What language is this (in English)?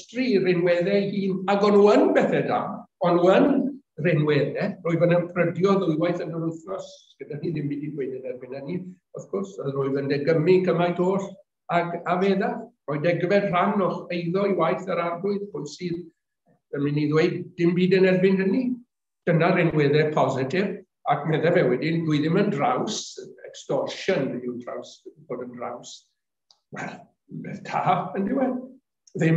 Welsh